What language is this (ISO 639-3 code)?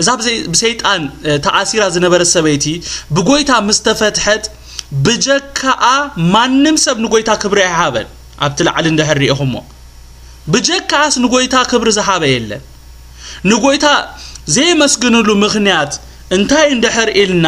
tir